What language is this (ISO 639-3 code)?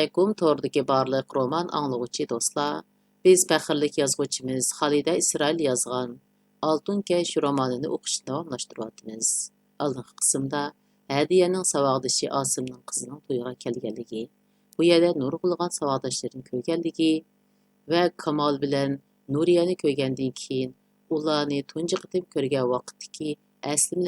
uig